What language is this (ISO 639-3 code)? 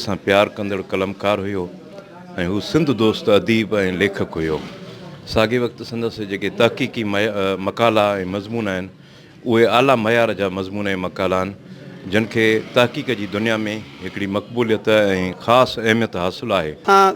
snd